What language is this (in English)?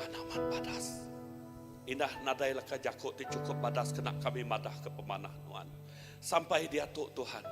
Iban